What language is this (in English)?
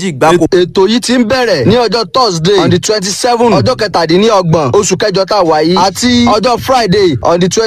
Yoruba